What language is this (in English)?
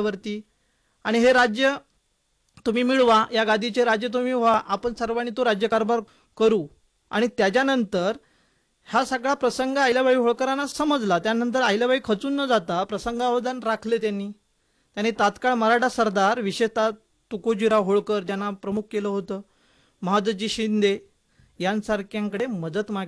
Marathi